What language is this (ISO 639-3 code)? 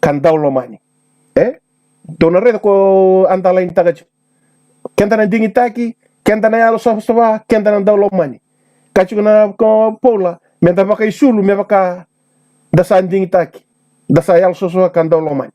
fij